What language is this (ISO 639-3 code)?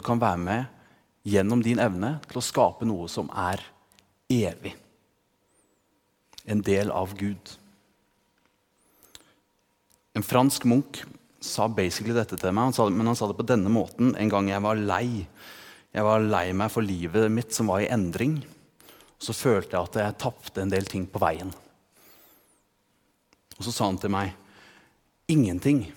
nor